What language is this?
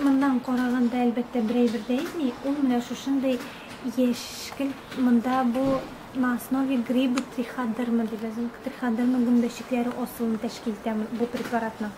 Tatar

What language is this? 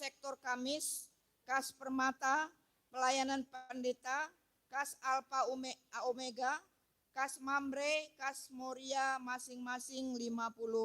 Batak Karo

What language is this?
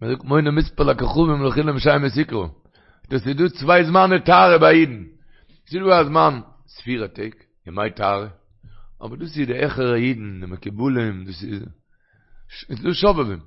Yiddish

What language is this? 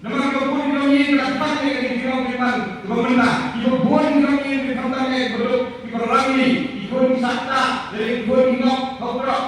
Khasi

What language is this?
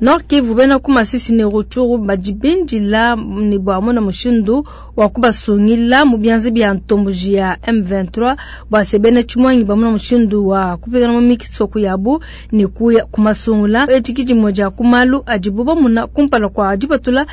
Luba-Lulua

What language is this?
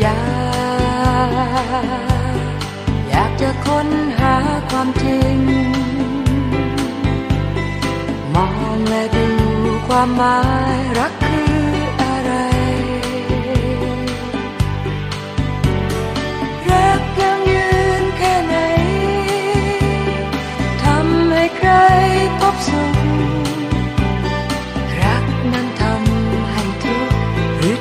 Thai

